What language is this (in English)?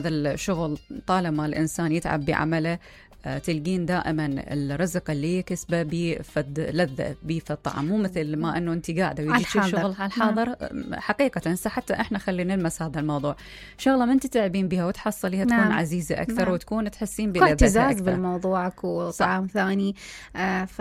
Mesopotamian Arabic